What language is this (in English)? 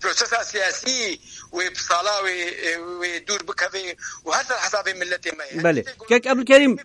Kurdish